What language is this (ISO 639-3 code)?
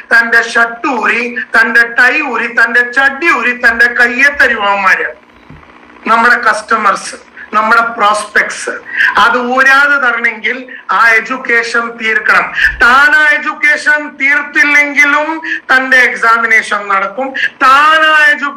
mal